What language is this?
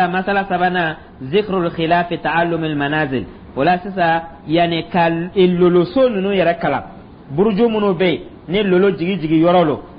Dyula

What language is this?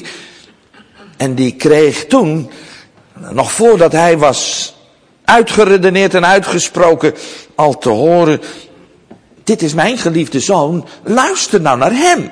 Dutch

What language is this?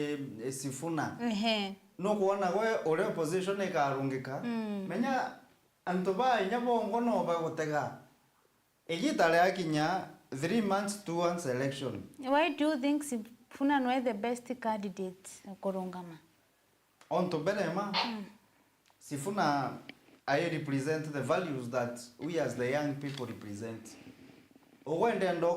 Meru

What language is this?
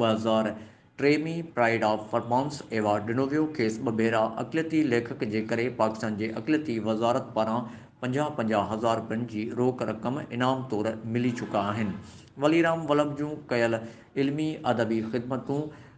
Sindhi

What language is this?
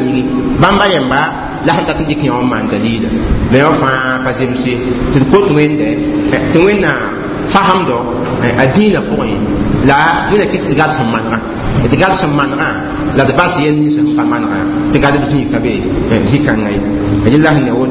Mossi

